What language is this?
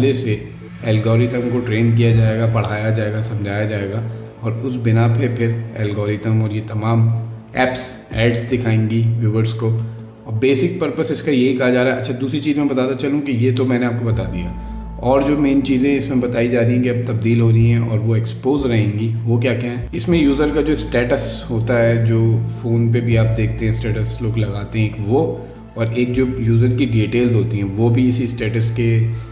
Urdu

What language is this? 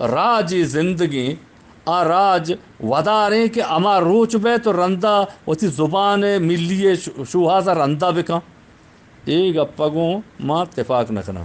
Eastern Balochi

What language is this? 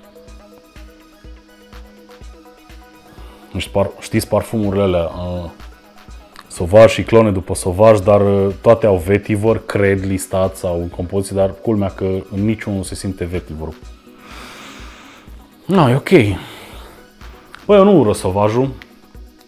Romanian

